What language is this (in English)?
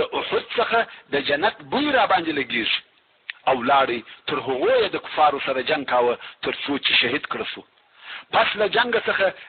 Pashto